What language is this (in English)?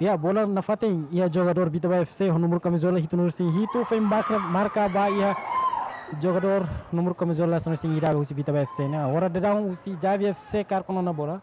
Tetum